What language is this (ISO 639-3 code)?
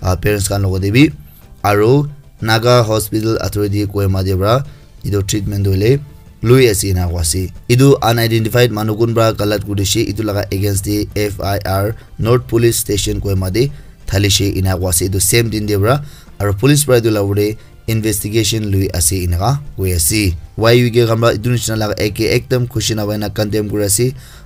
nag